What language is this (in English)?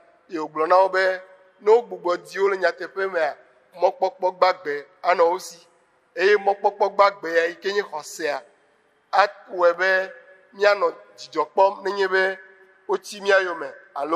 Ewe